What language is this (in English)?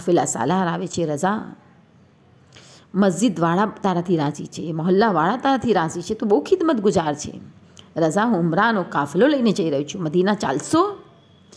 Gujarati